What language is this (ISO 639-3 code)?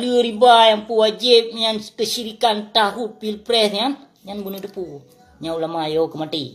ace